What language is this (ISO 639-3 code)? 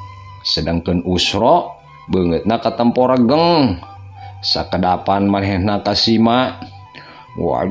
sun